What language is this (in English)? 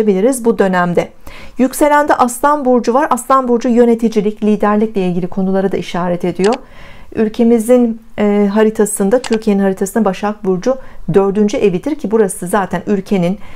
Turkish